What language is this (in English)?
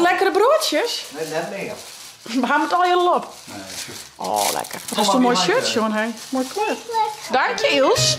Western Frisian